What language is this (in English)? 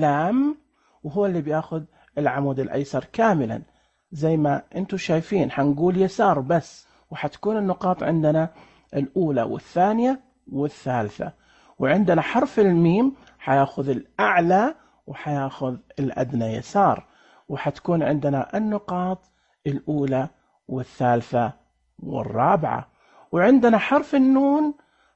Najdi Arabic